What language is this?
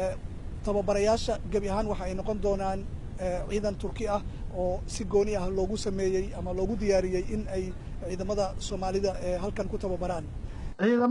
Somali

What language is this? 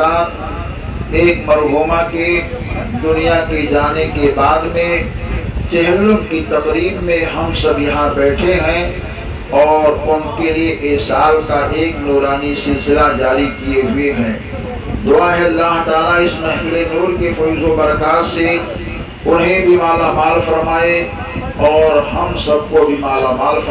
Urdu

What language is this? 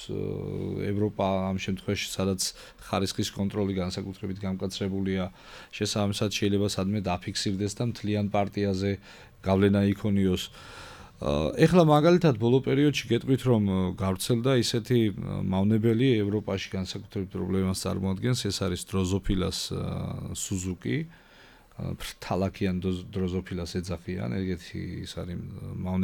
Georgian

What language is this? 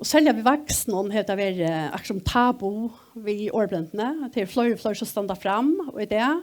Faroese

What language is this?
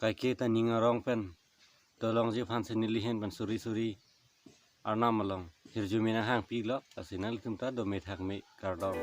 Karbi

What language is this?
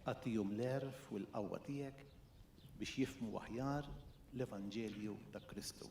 Maltese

